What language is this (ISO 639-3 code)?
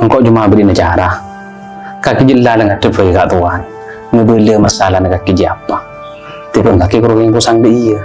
mad